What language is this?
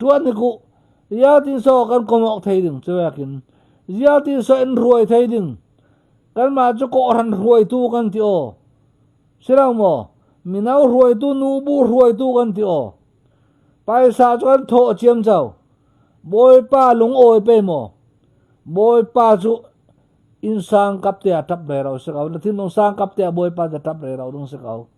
Falam Chin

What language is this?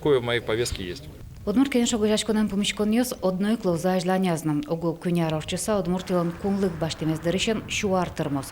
Udmurt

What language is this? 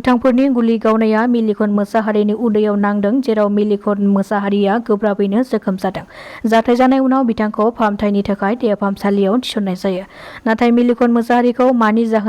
Bodo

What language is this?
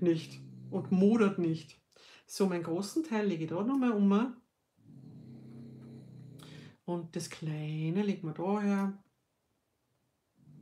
German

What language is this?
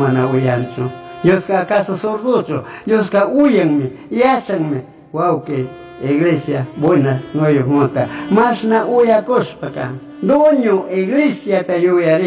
Chimborazo Highland Quichua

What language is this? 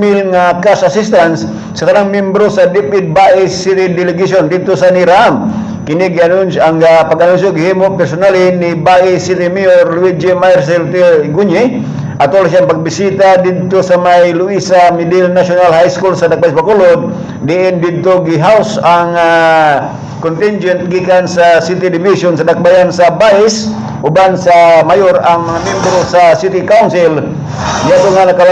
Cebuano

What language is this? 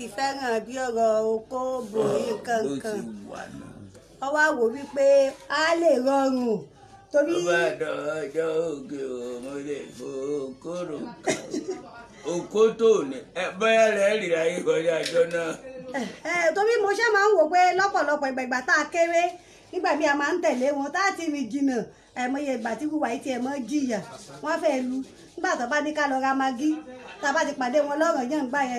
Yoruba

